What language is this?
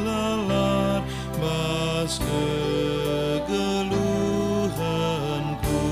Batak Karo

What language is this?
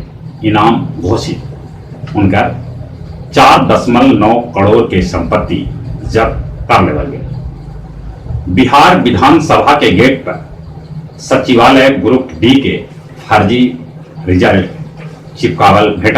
Magahi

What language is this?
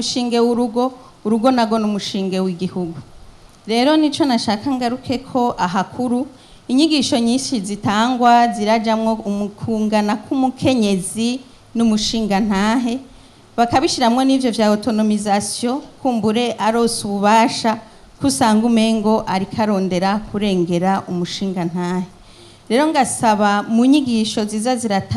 Rundi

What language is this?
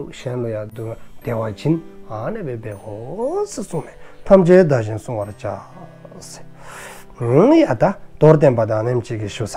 Dzongkha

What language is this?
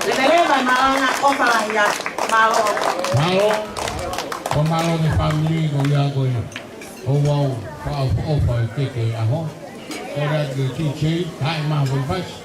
Tongan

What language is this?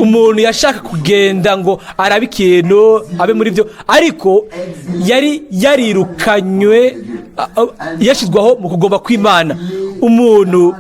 Rundi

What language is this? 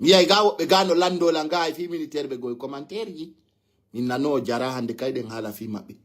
Fula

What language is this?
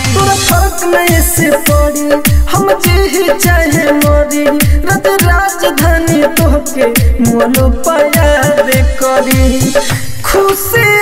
Bhojpuri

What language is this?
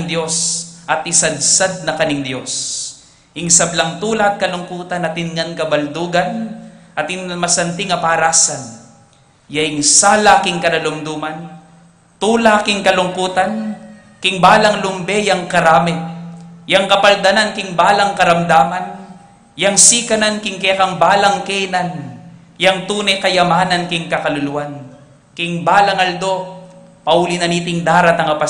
Pampanga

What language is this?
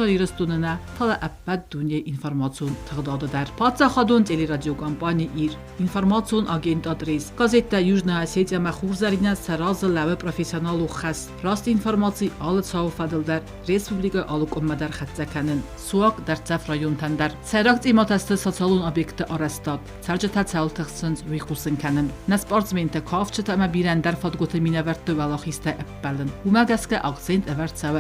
Ossetic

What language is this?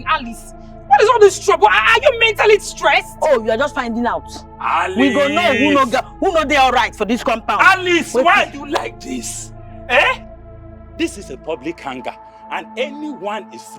Nigerian Pidgin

